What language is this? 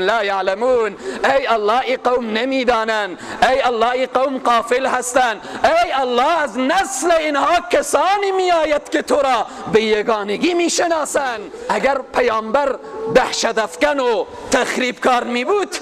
Persian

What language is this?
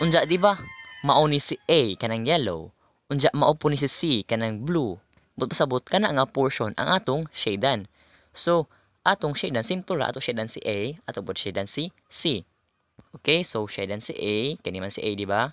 Cebuano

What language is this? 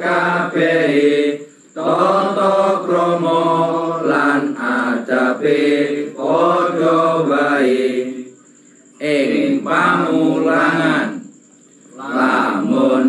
Javanese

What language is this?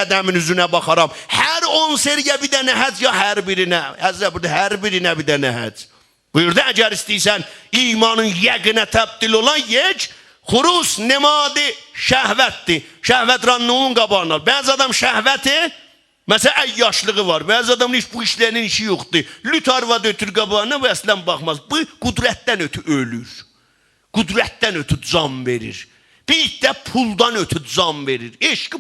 South Azerbaijani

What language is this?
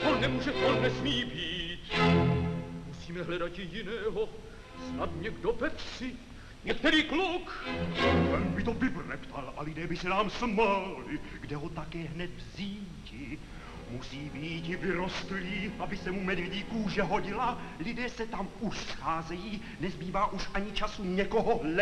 Czech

